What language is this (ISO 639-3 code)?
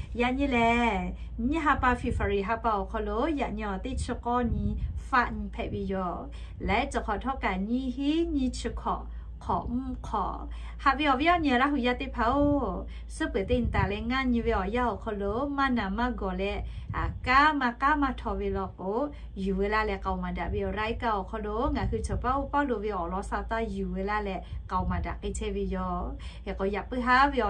lhu